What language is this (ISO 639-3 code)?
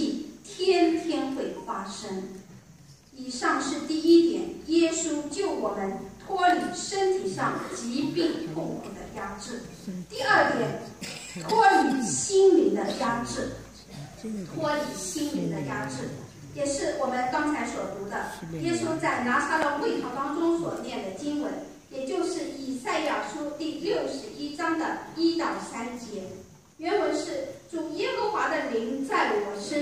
zho